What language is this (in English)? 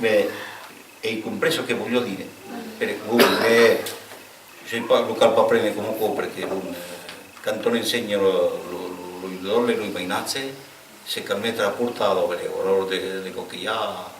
Occitan